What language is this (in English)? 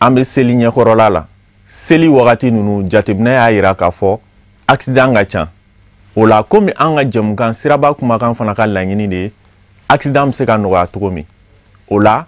Bambara